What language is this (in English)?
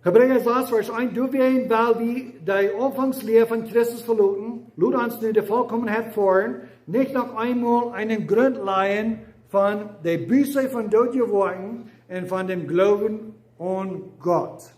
Plautdietsch